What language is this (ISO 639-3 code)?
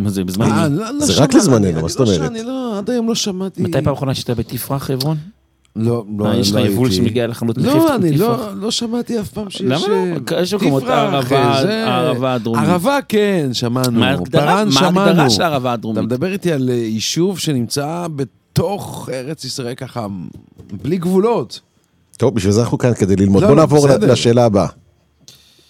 heb